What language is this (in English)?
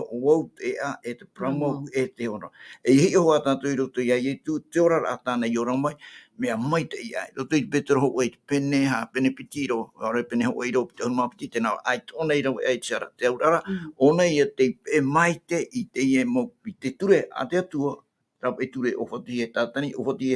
Tahitian